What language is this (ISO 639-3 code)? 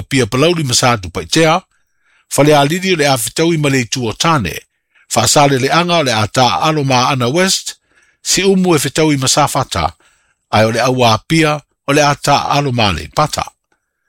smo